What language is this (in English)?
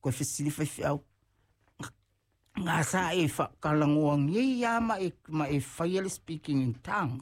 Samoan